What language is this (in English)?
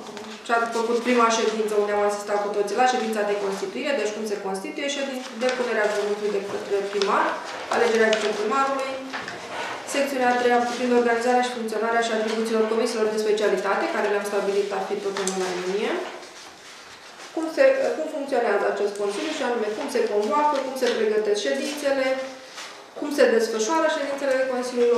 Romanian